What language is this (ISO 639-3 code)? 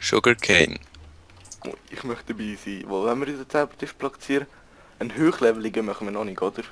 gsw